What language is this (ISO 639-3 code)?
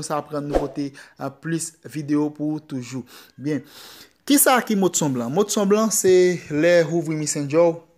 hat